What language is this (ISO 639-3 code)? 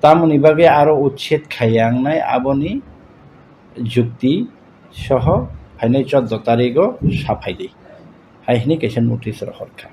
trp